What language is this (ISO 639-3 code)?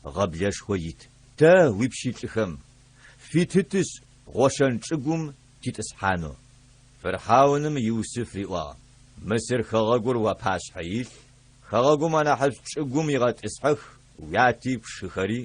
ady